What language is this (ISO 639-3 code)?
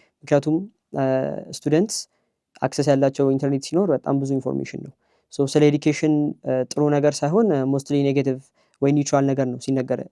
amh